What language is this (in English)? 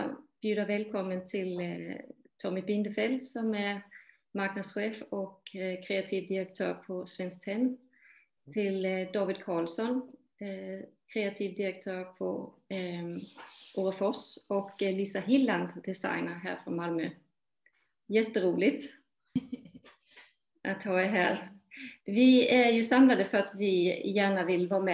Swedish